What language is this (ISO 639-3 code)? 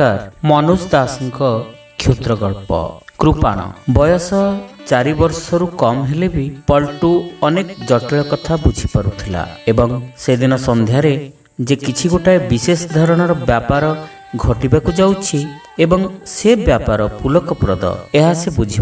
ori